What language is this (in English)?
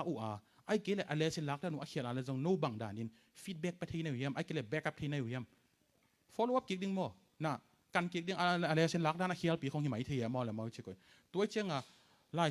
Tedim Chin